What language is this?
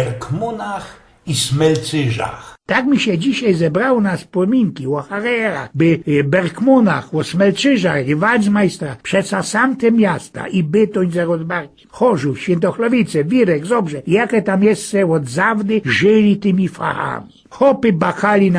Silesian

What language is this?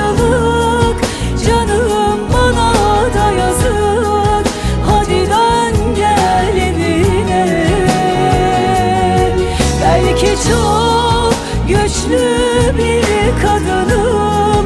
Turkish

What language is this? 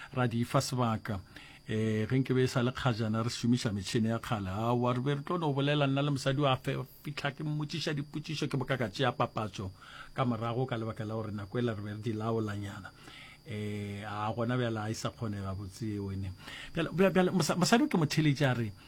Northern Sotho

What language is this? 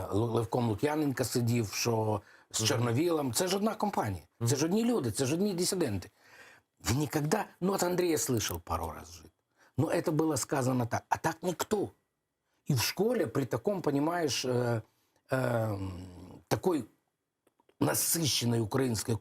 Crimean Tatar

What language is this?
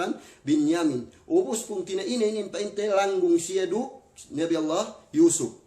Yakan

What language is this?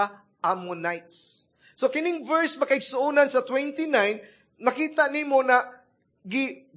Cebuano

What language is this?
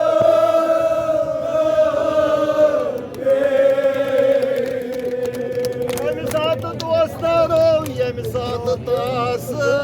Kashmiri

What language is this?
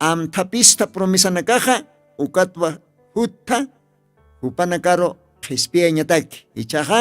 Aymara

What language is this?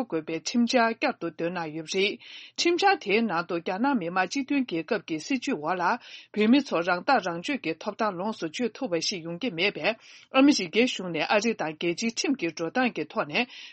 Tibetan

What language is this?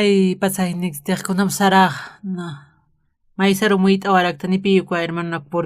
Aymara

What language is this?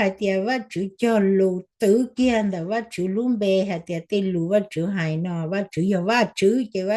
Hmong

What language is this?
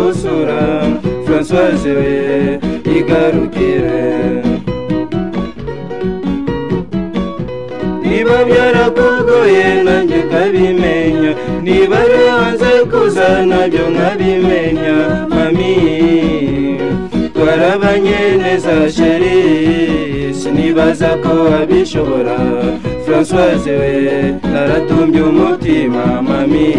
Kinyarwanda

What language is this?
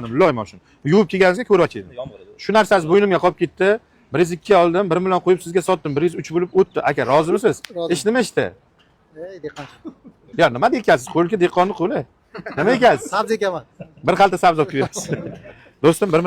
Uzbek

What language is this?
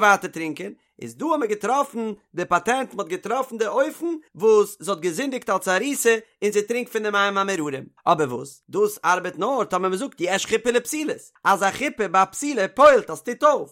Yiddish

